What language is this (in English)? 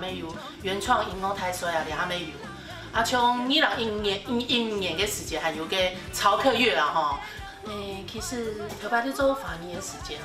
Hakka Chinese